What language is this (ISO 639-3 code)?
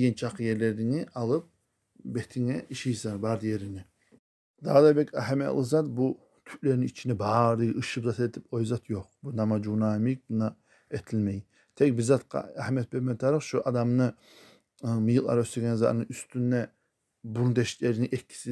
kum